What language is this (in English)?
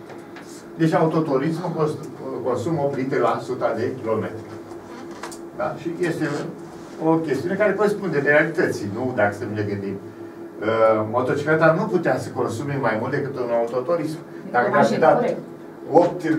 Romanian